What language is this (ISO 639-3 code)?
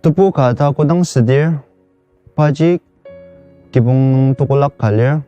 njo